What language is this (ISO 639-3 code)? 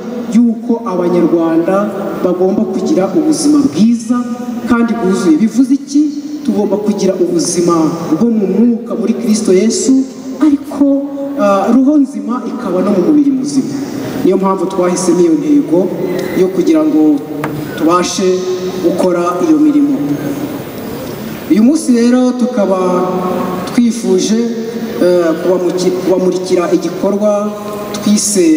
kin